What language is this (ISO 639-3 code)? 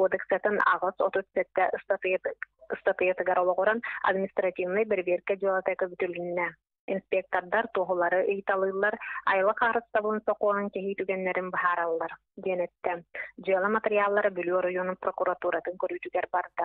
sah